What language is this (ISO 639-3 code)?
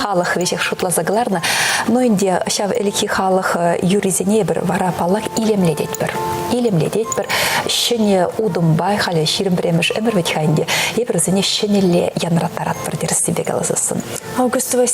chv